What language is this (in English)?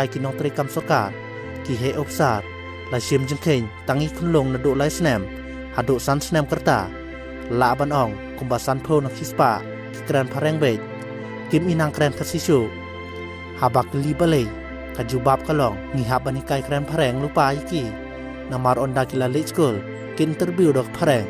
Khasi